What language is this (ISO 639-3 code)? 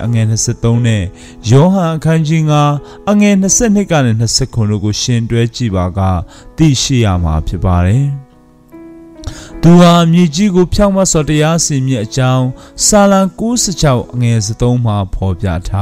mya